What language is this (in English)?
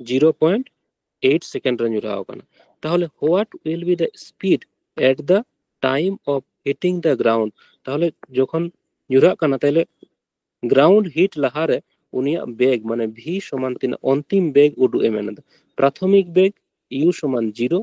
Santali